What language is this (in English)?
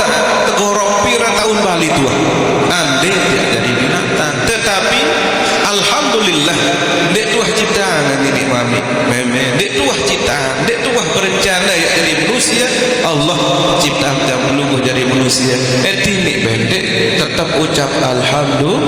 Sasak